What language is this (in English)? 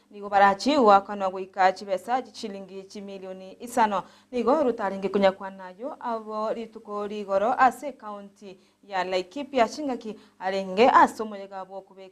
Gusii